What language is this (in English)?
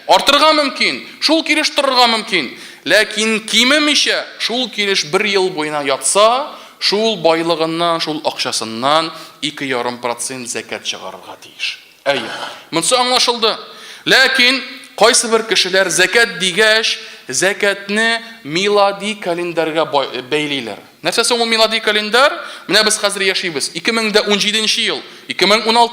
Tatar